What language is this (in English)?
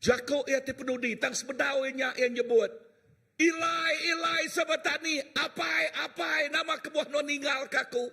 Iban